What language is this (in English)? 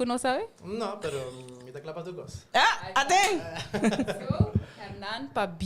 Papiamento